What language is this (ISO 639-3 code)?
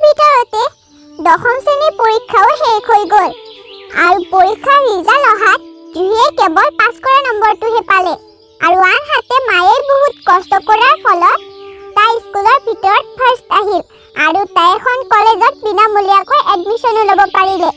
asm